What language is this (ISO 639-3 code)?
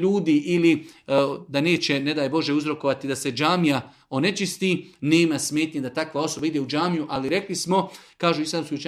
bos